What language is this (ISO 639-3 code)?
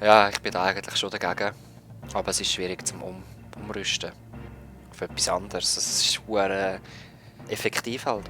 gsw